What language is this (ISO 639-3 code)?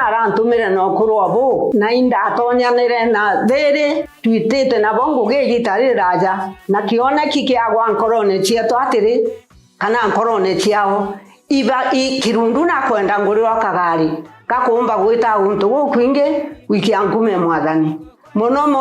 mer